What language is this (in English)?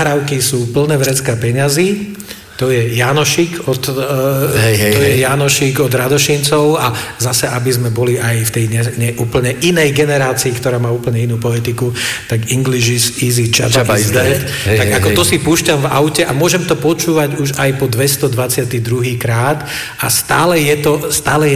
Slovak